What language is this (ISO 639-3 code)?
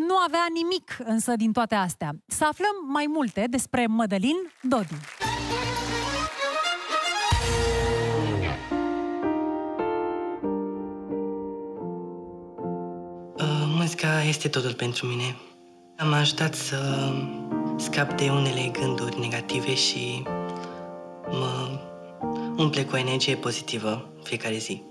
ron